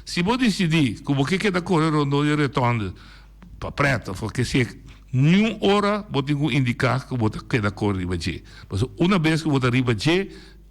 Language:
Papiamento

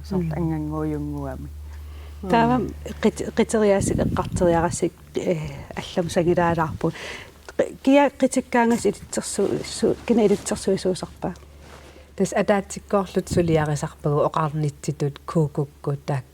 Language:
Kalaallisut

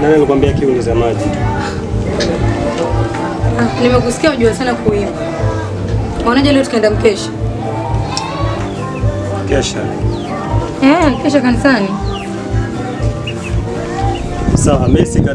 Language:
Swahili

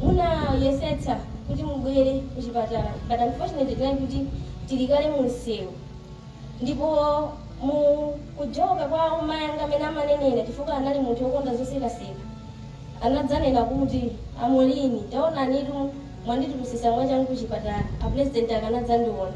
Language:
Nyanja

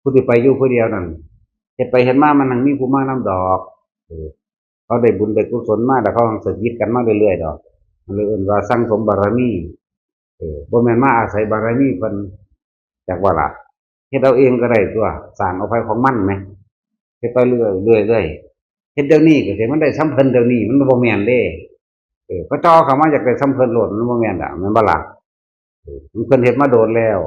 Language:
Northeastern Thai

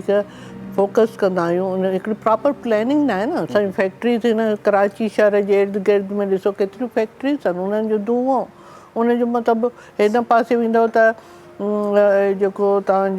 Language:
Sindhi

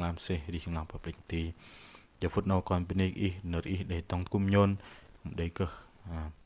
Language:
Bahnar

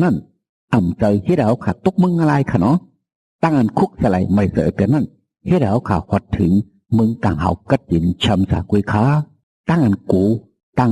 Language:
Shan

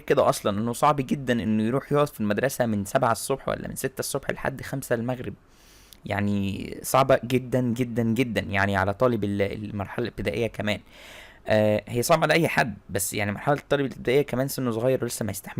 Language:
Egyptian Arabic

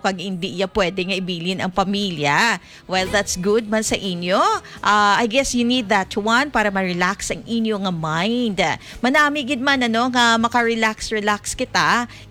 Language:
Hiligaynon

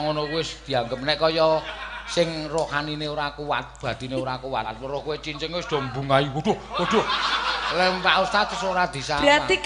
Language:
Javanese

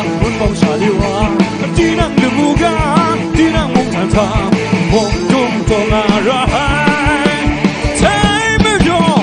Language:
Kachin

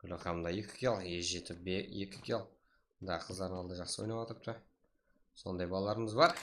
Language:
Kara-Kalpak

